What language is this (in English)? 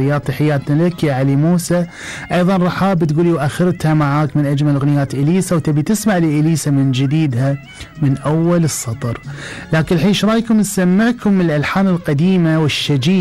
Gulf Arabic